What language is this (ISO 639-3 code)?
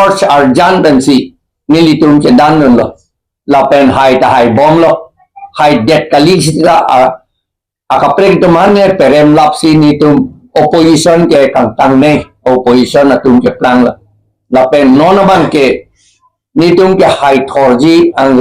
mjw